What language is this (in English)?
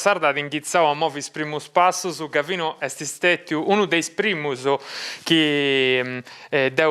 Sardinian